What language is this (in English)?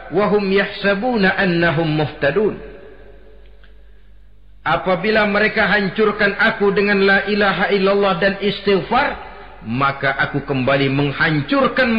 Indonesian